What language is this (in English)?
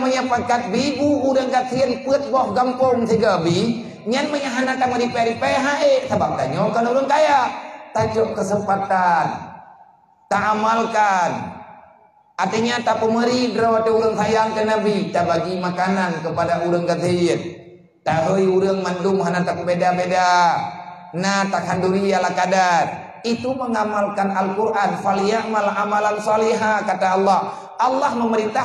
Achinese